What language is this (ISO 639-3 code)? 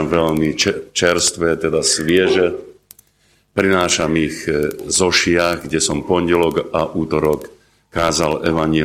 slk